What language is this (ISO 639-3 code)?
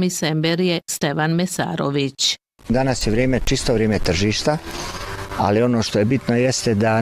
bos